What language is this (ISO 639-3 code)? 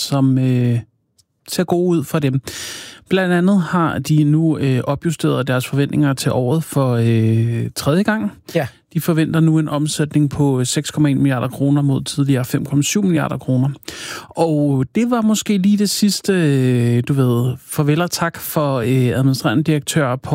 dan